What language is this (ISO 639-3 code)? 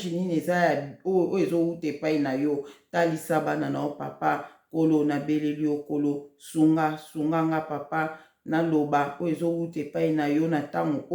lin